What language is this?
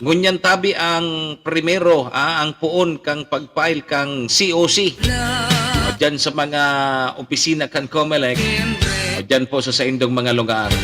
Bikol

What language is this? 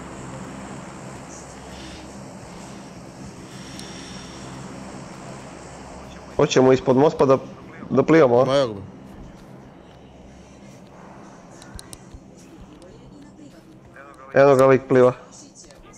Croatian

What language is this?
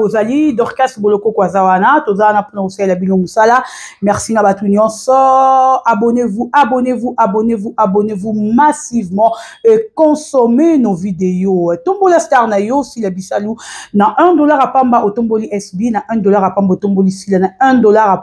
Lingala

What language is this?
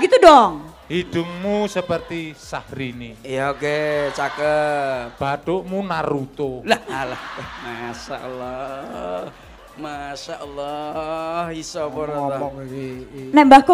Indonesian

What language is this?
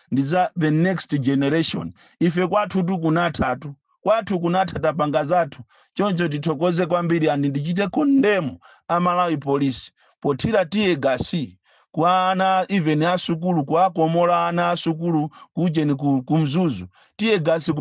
Nyanja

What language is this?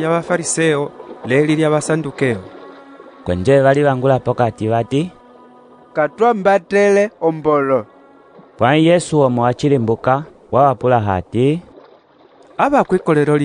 Umbundu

